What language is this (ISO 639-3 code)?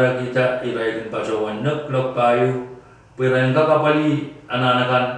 pon